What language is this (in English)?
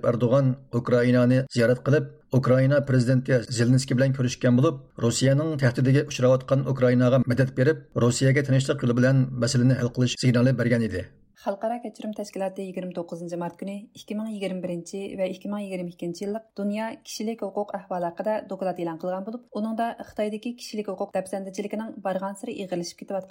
Uyghur